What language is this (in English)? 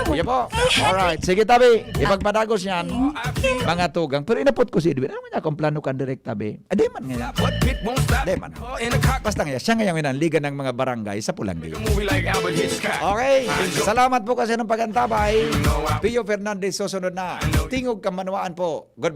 Bikol